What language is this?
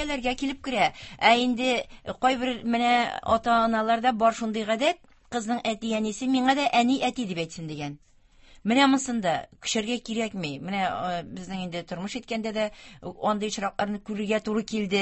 Tatar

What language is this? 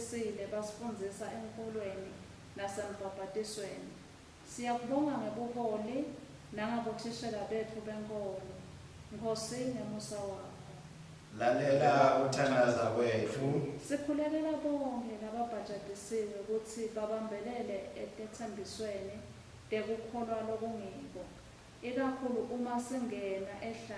Swati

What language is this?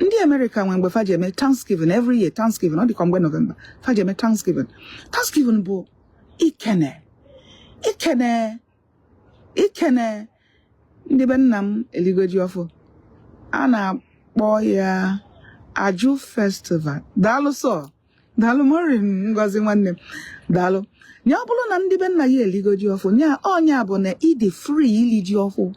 Igbo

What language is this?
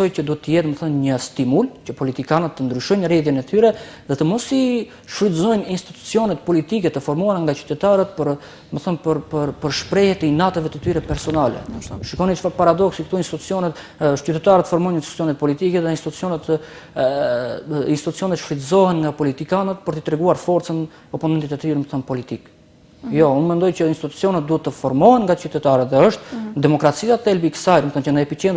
Albanian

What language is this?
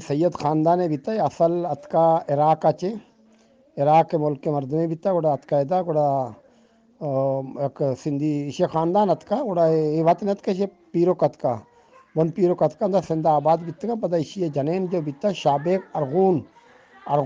Eastern Balochi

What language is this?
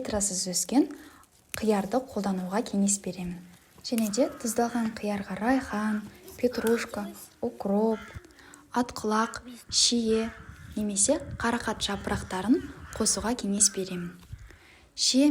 Kazakh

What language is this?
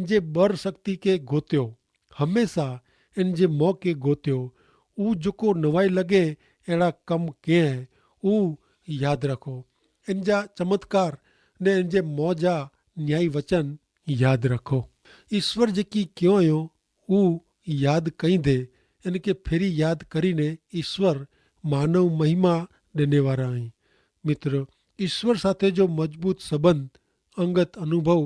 Kachhi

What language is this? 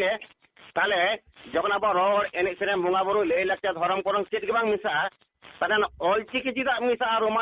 Santali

